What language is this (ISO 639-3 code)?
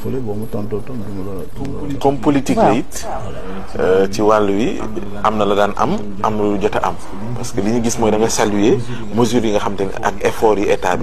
wol